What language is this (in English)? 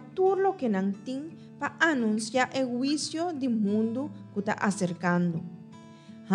Papiamento